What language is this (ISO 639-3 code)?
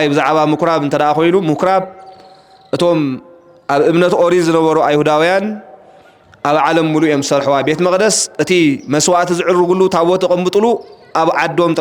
tir